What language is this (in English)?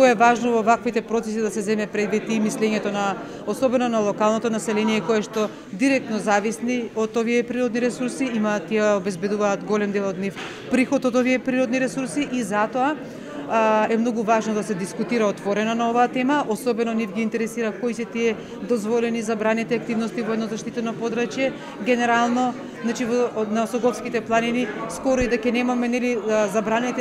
Macedonian